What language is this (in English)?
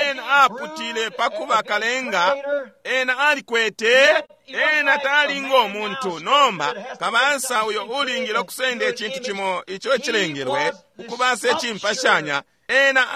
Bemba